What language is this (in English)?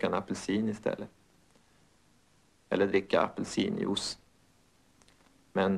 Swedish